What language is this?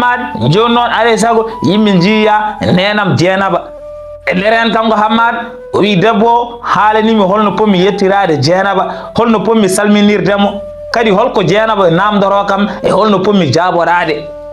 Fula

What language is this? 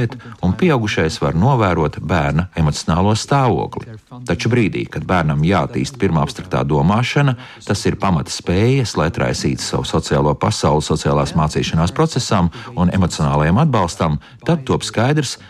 Latvian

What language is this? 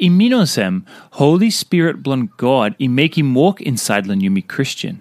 Tok Pisin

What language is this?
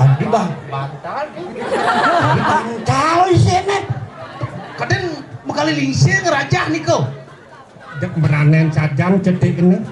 Balinese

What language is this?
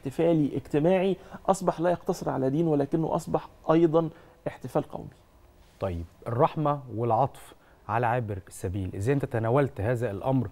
Egyptian Arabic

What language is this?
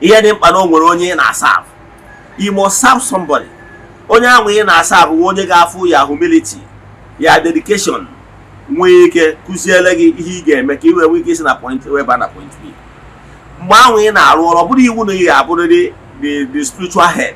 Igbo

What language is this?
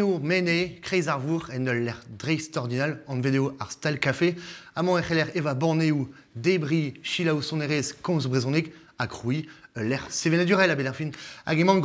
Breton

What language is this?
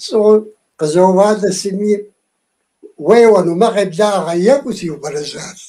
Kabardian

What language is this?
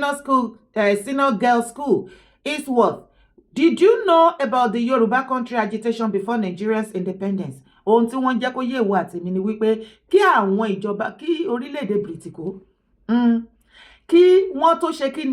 Yoruba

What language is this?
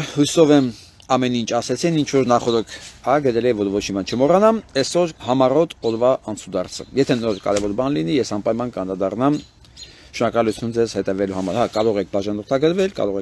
Armenian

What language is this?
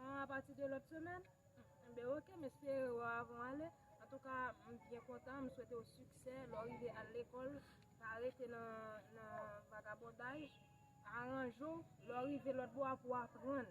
Haitian Creole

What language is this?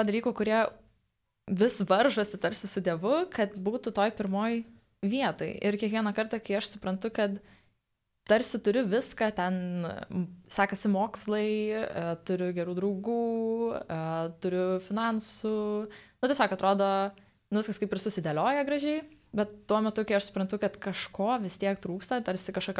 Lithuanian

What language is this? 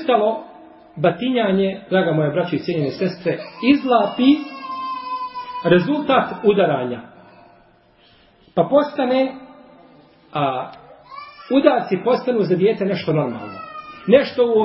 Bosnian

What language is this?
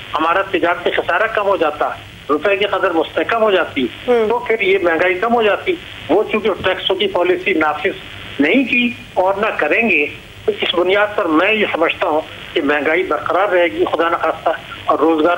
Urdu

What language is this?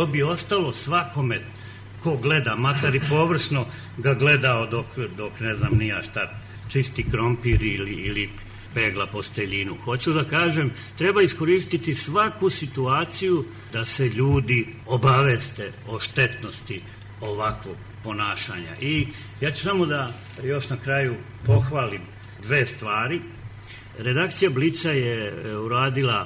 Serbian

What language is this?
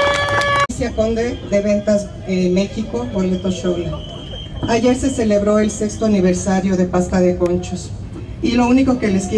Spanish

